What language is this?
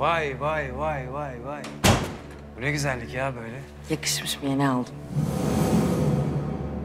Turkish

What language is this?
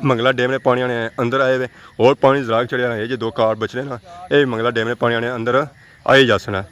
Pahari-Potwari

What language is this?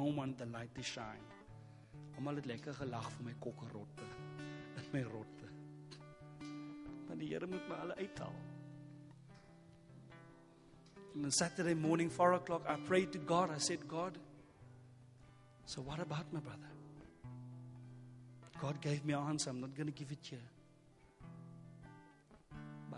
Afrikaans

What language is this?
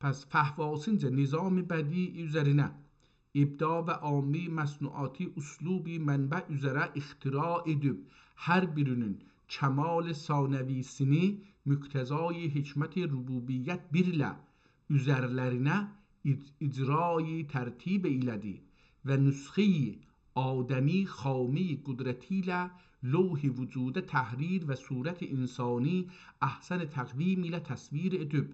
South Azerbaijani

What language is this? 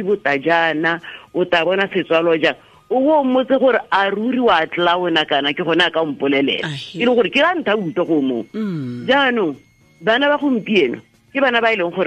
Tswana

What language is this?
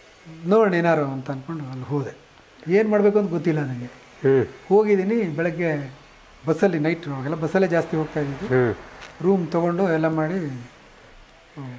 Kannada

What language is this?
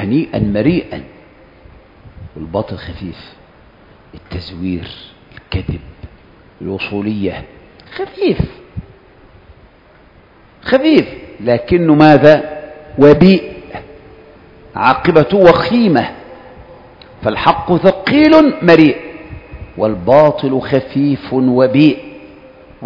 Arabic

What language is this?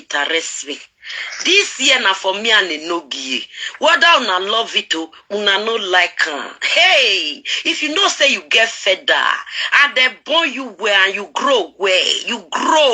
Nigerian Pidgin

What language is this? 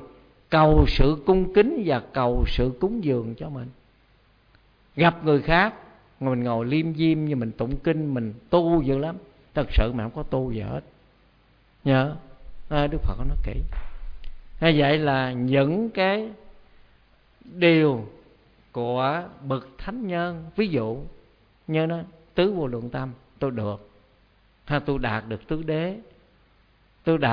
Vietnamese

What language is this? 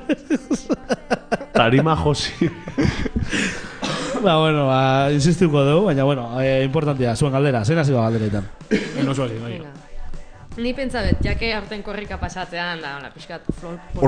Basque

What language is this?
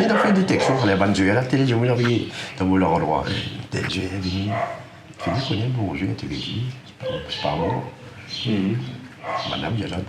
Morisyen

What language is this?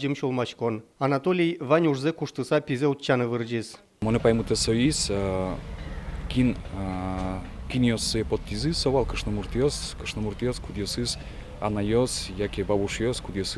Udmurt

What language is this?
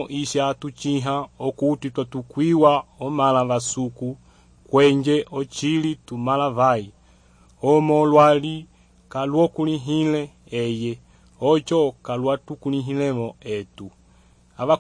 Umbundu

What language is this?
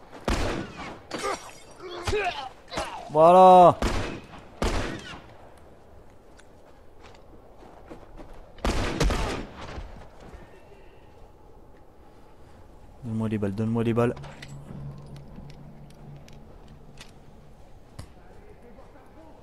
French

